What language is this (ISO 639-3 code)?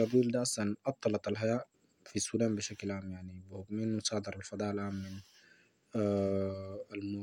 apd